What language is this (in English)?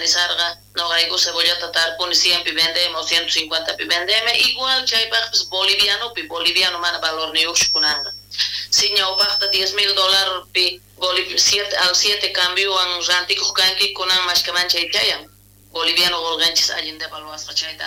South Bolivian Quechua